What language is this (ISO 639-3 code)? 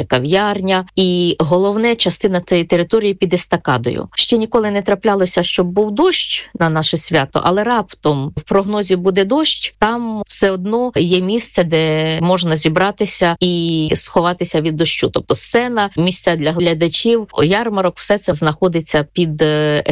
ukr